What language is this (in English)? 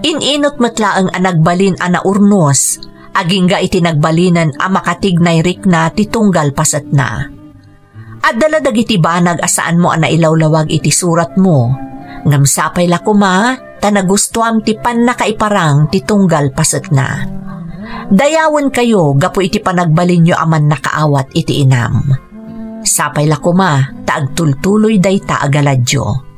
Iloko